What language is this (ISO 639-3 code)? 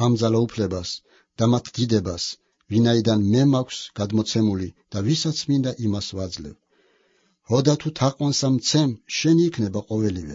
kat